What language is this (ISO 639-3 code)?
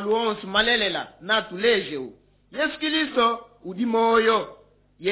lua